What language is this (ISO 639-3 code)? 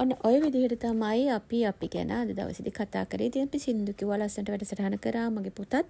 sin